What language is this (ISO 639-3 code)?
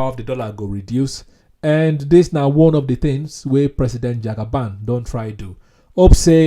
pcm